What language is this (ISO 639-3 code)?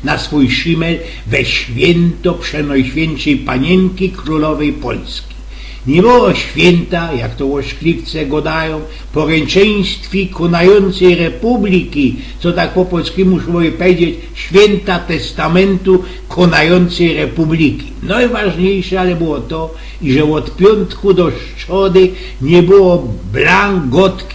szl